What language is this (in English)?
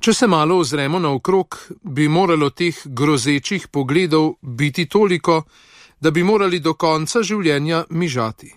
Slovenian